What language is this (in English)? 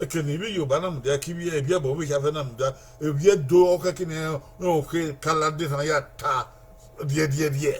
Bini